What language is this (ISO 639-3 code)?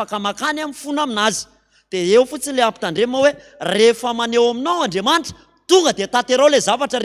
mlg